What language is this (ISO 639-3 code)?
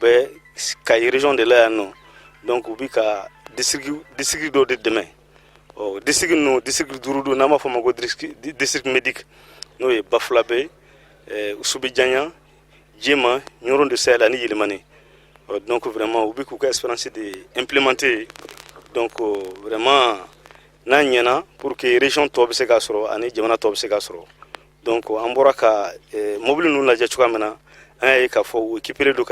bam